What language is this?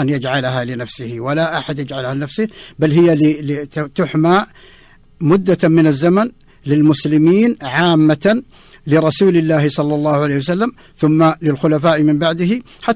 Arabic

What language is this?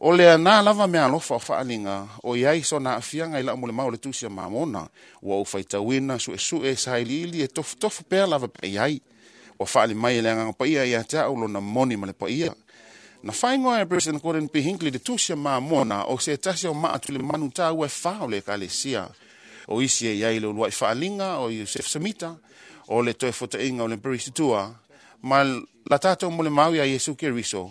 Samoan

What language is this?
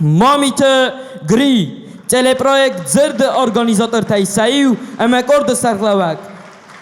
Ossetic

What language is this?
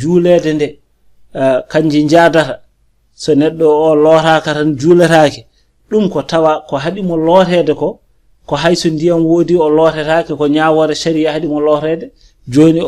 Fula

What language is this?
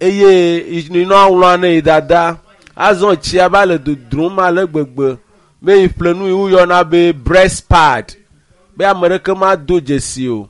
Ewe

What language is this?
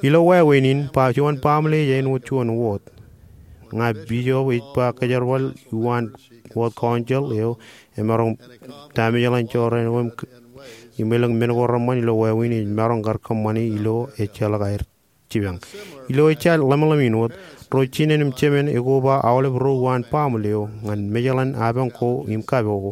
Marshallese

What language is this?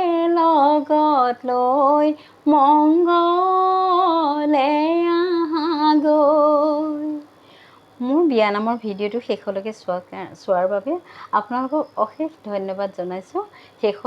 Assamese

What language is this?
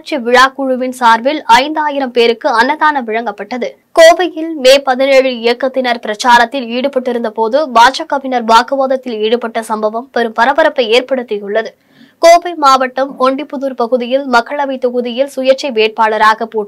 Tamil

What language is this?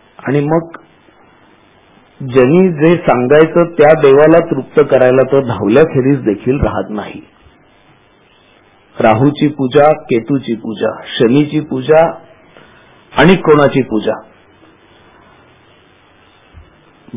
Marathi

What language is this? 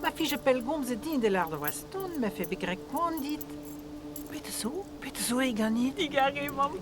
Breton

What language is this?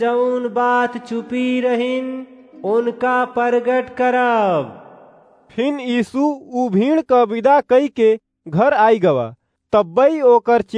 Awadhi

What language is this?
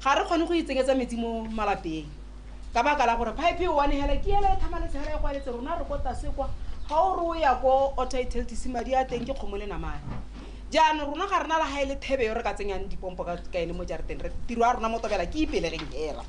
Tswana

